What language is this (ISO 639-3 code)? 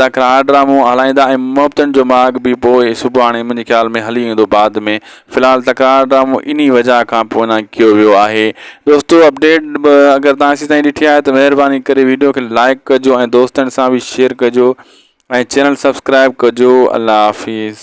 snd